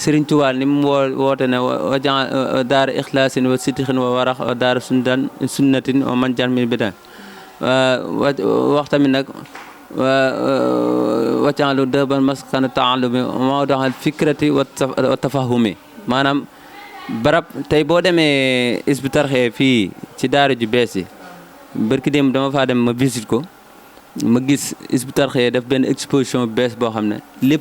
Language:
Wolof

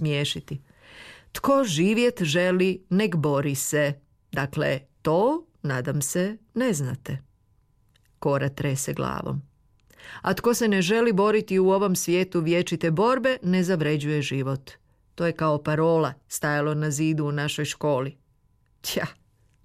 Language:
Croatian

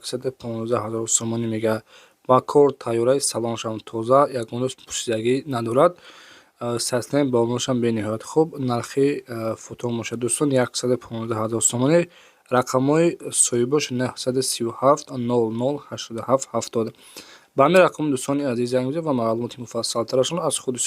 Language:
Tajik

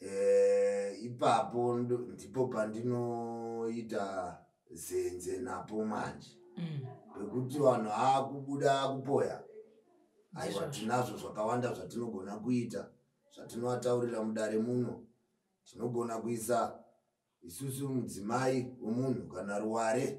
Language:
Shona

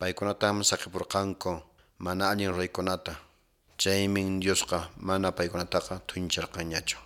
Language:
Quechua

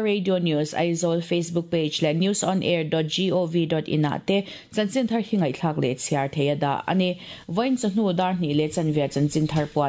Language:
Mizo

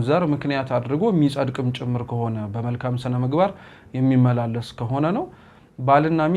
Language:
Amharic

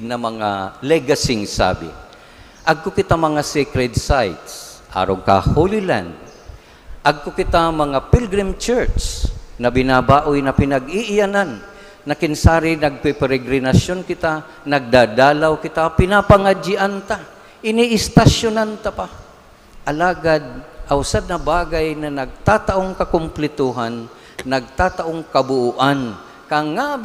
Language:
Bikol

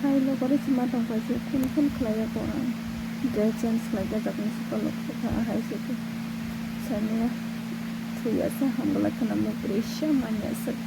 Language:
Kok Borok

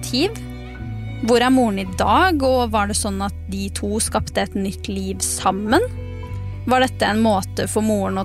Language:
Norwegian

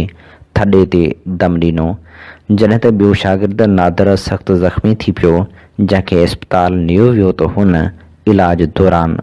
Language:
Sindhi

